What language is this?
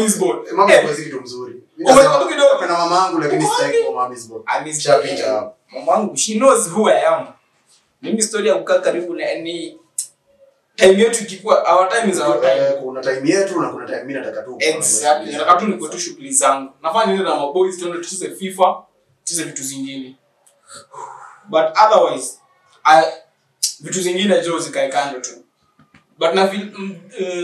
Swahili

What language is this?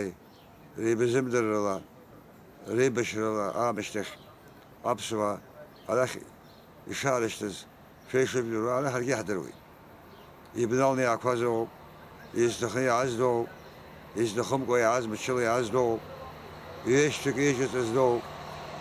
Abkhazian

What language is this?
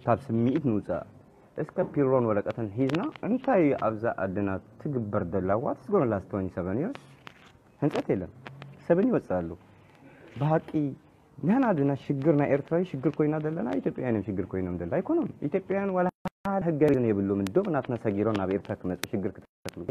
Tigrinya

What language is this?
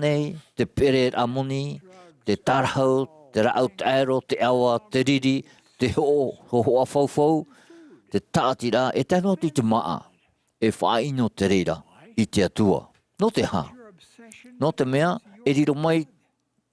Tahitian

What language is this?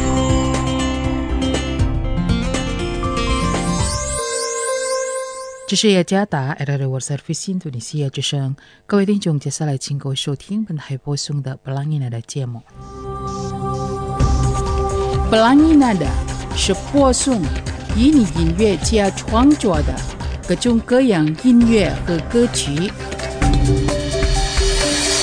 Chinese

